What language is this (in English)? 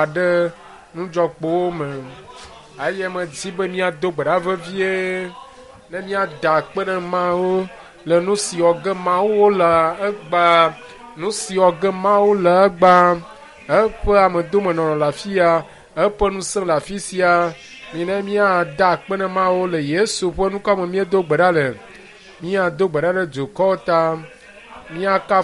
Ewe